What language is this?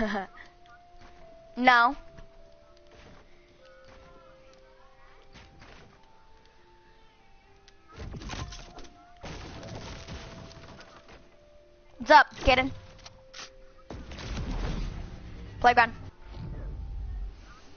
English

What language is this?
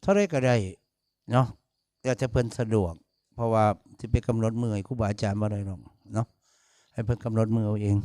Northeastern Thai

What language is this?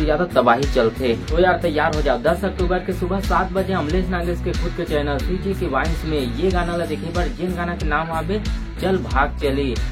Chhattisgarhi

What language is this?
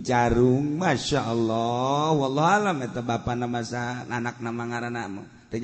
Sundanese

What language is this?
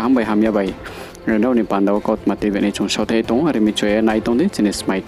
Riang (India)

